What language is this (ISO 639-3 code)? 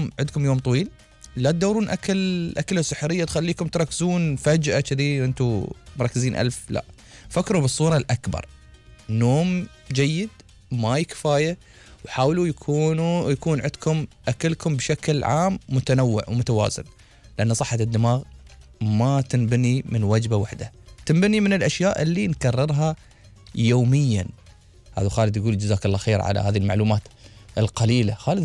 afb